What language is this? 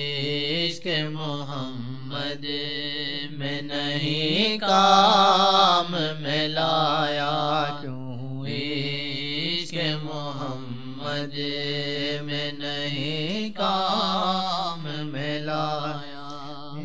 Urdu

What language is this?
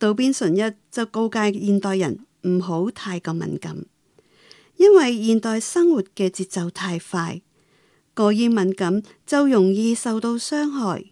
Cantonese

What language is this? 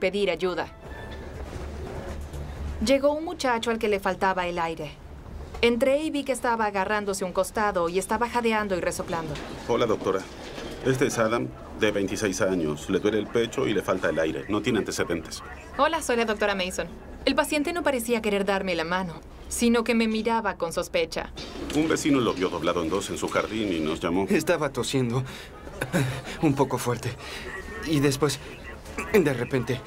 Spanish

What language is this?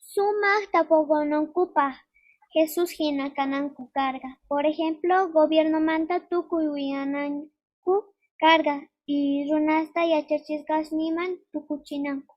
Quechua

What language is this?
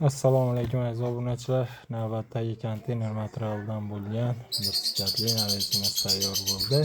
Uzbek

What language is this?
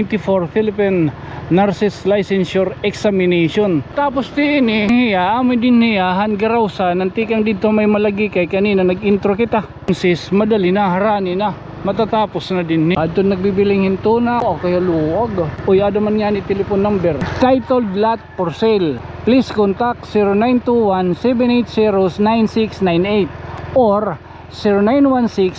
Waray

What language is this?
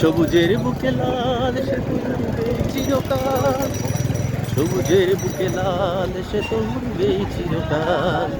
Sylheti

